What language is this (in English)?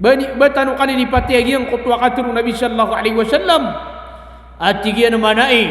Maranao